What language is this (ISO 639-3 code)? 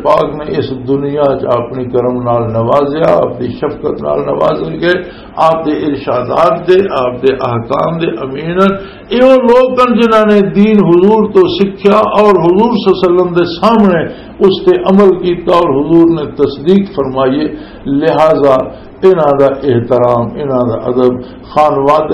lah